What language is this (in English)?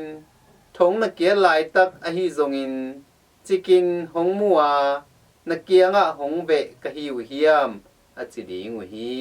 Tedim Chin